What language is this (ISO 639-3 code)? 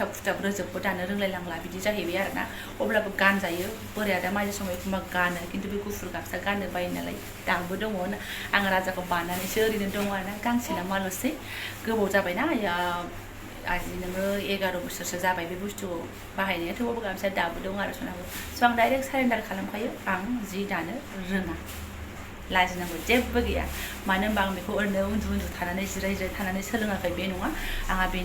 brx